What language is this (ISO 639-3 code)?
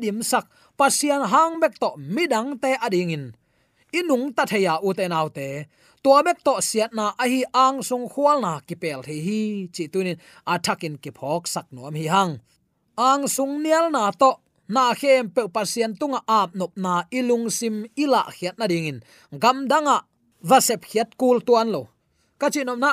ctd